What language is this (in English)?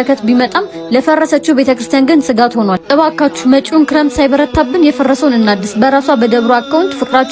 Amharic